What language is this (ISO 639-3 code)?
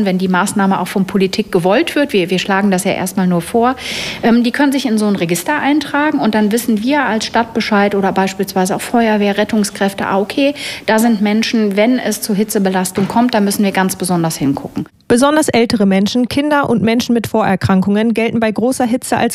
deu